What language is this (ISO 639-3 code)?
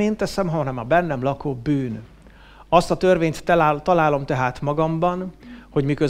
hun